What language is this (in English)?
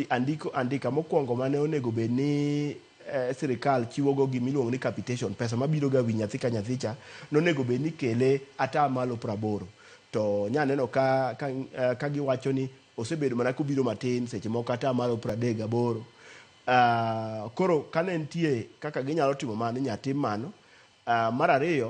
Luo (Kenya and Tanzania)